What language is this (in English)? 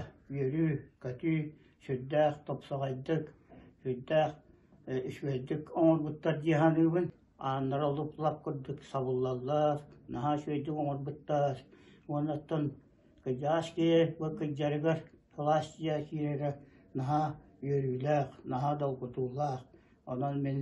Yakut